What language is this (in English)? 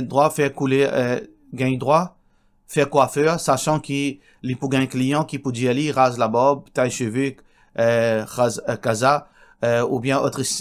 Morisyen